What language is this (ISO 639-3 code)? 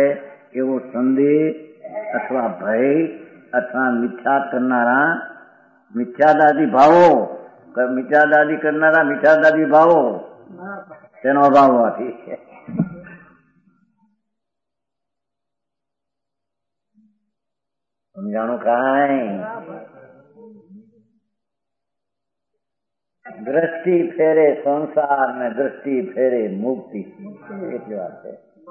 guj